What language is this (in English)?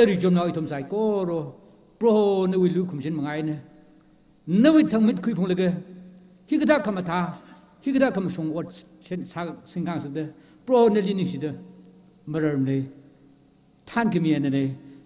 Tangkhul Naga (India)